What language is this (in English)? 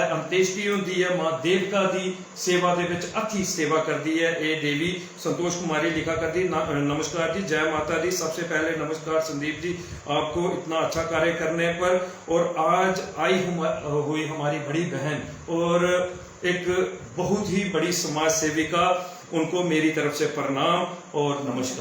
Dogri